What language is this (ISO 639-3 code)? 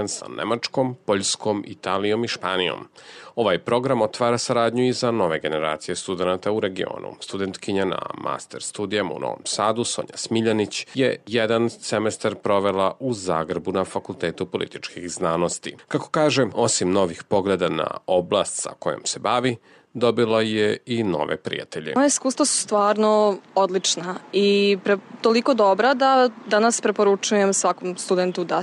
srp